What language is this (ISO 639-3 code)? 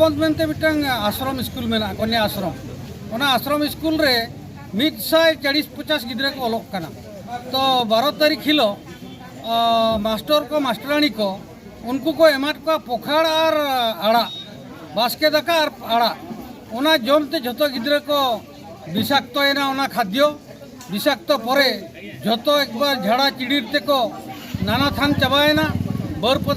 sat